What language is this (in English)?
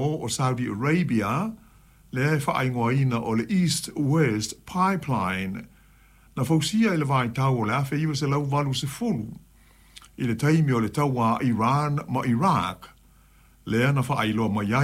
Samoan